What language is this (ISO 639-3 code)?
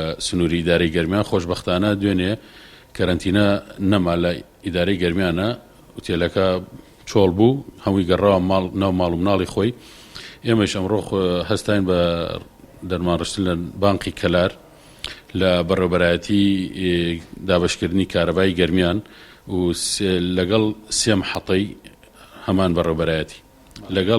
ckb